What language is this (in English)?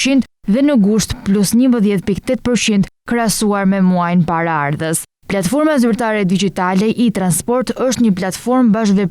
Albanian